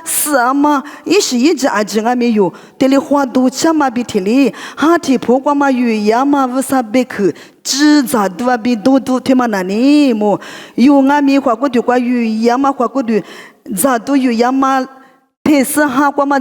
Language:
Lisu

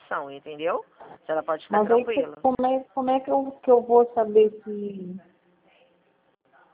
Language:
Portuguese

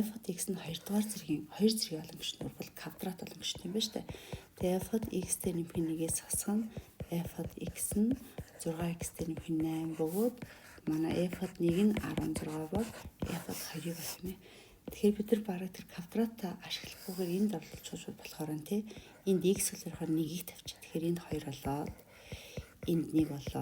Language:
Mongolian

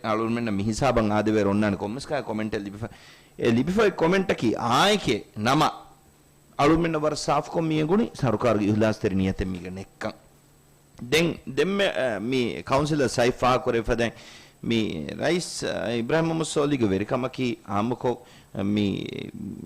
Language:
Divehi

